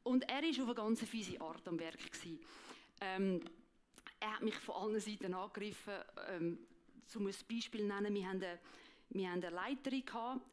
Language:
Swiss German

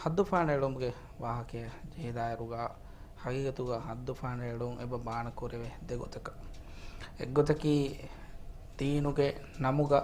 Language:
Divehi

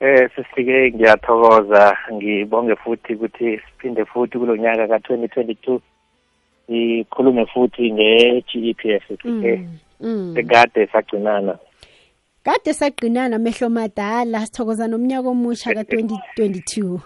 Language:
South Ndebele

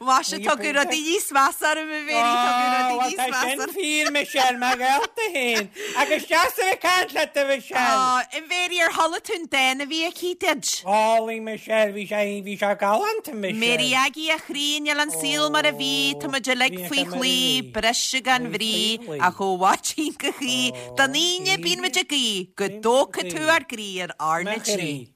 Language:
Irish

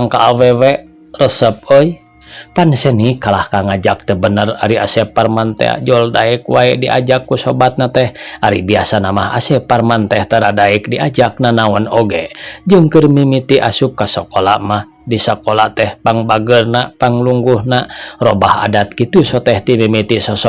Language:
Sundanese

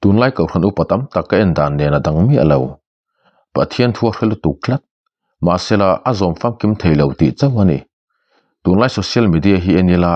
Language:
Mizo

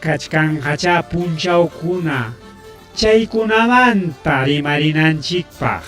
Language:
Ayacucho Quechua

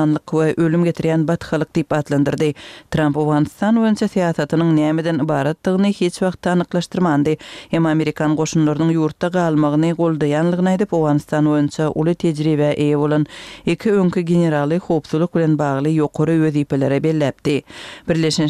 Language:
Turkmen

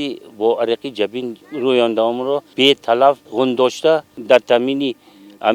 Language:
Tajik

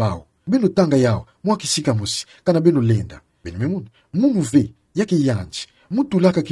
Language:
Kituba (Democratic Republic of Congo)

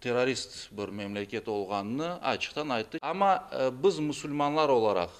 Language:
Crimean Tatar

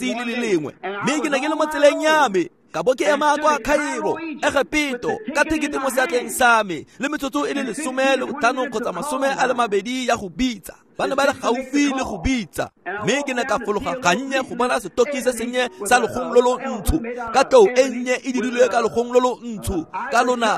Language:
Tswana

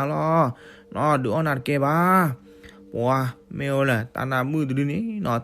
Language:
S'gaw Karen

